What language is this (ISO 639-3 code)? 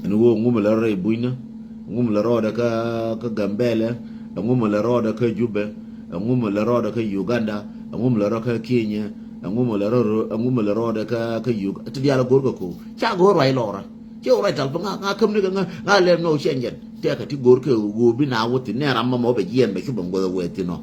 nus